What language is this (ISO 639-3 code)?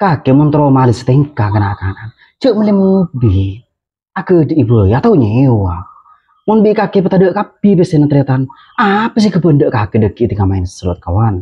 mad